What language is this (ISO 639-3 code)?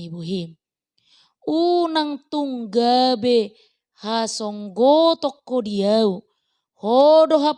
bbc